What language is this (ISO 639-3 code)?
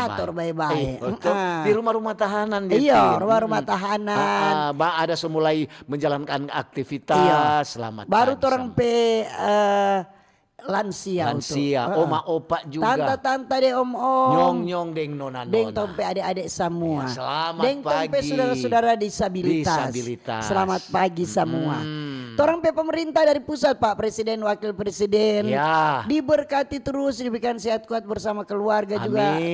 xmm